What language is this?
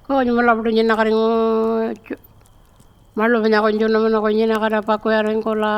Pitjantjatjara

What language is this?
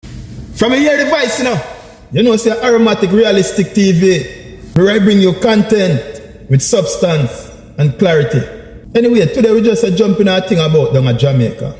Jamaican Creole English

